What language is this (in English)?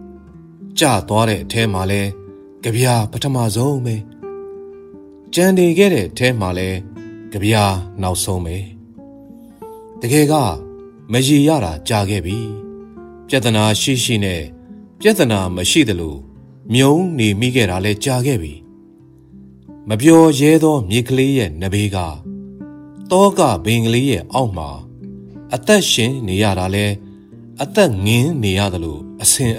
Burmese